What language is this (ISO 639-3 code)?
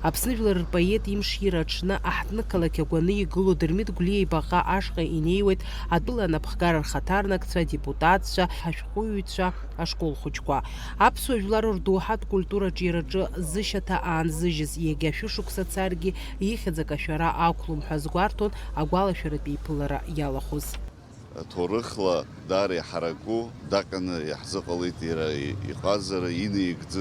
abk